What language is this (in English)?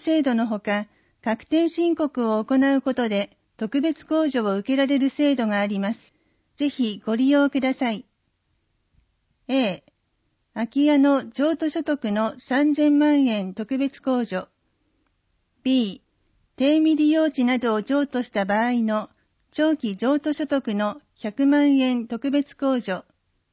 Japanese